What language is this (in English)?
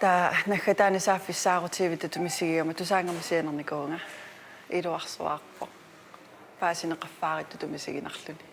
Kalaallisut